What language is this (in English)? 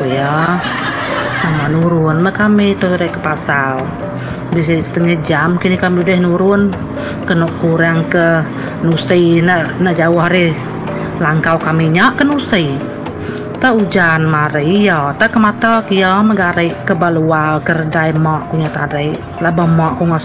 Iban